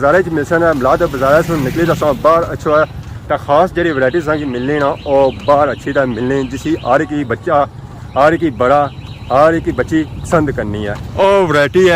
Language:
Pahari-Potwari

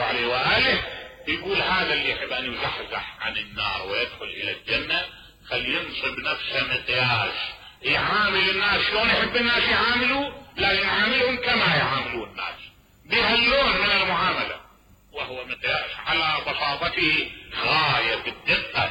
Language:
Mesopotamian Arabic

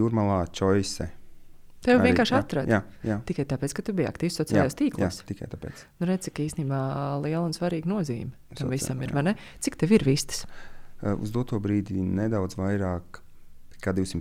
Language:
Latvian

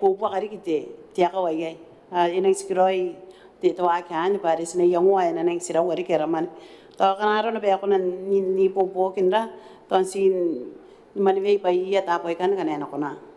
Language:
Gilbertese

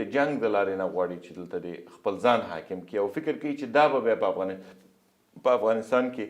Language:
Pashto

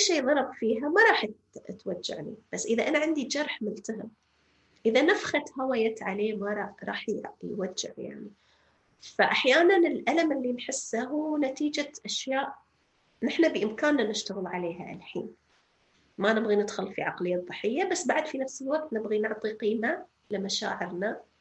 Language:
North Levantine Arabic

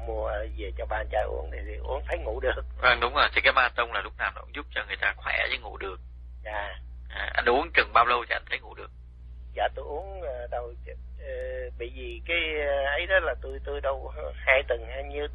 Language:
Vietnamese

